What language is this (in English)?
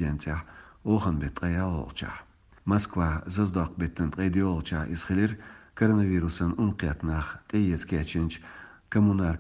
Chechen